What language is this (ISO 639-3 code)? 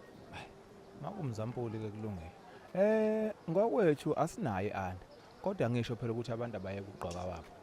zul